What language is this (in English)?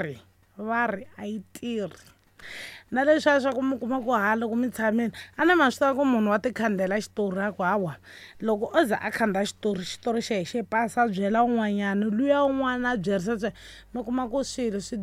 Tsonga